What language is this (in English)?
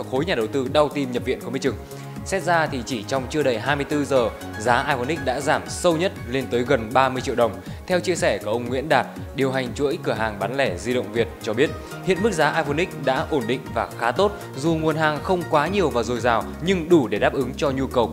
Vietnamese